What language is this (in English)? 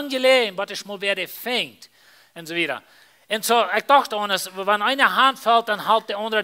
Plautdietsch